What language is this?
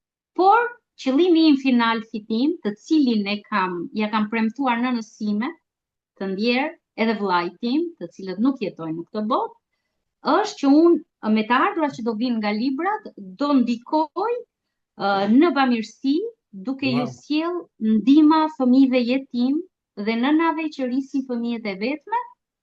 Albanian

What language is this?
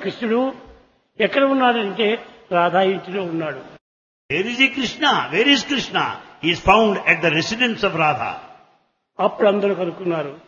Telugu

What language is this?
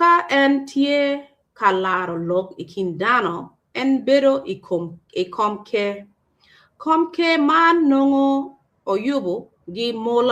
Acoli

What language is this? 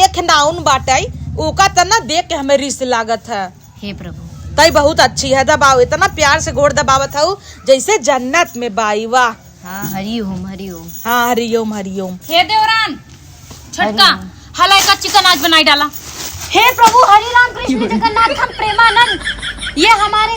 Awadhi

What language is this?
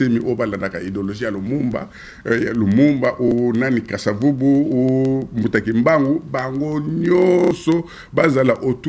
Lingala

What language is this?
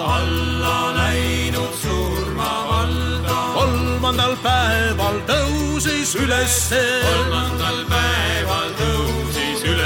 Estonian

